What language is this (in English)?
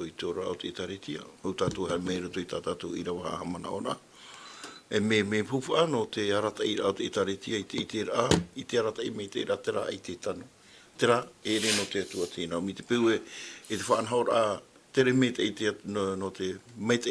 Tahitian